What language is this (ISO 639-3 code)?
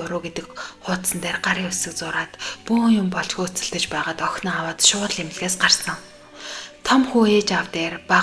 mon